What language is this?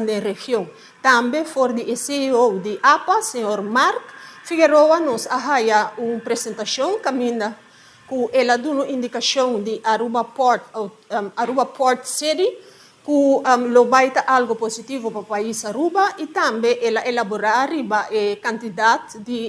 Papiamento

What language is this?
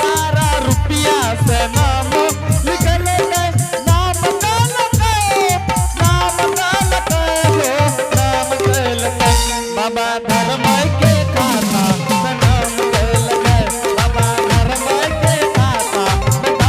Angika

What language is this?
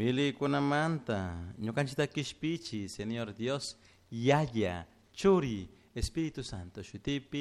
Chimborazo Highland Quichua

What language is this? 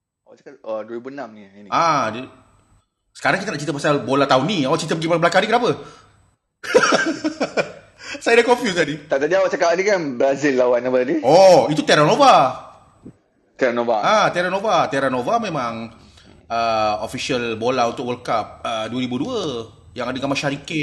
Malay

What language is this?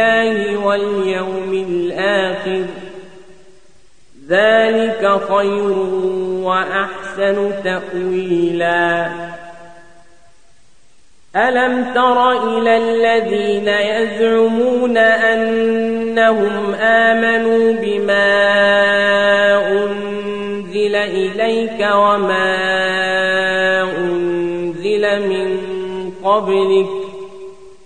Arabic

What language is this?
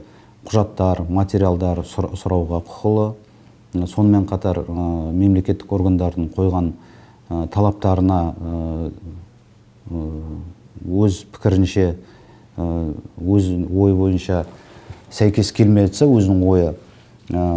Kazakh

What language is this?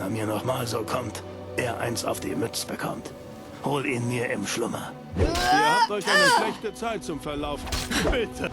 Bavarian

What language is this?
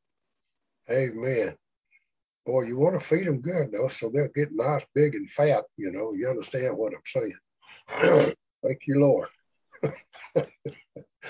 English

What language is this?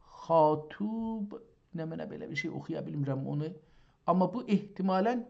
South Azerbaijani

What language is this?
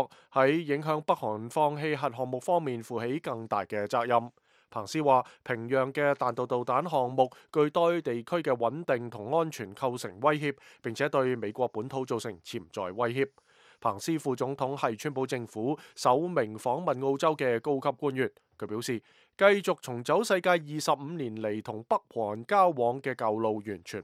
Cantonese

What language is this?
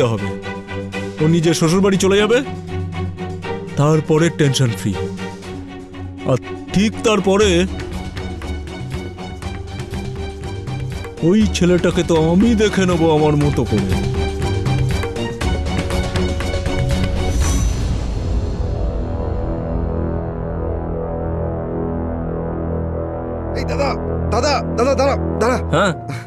Bangla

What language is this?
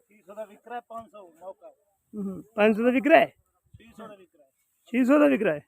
Saraiki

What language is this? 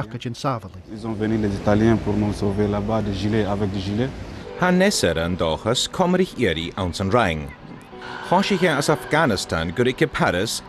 Scottish Gaelic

